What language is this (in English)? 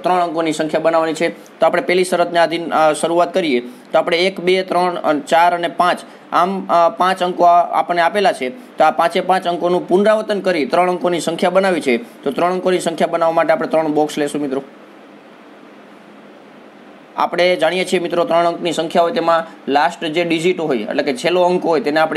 Gujarati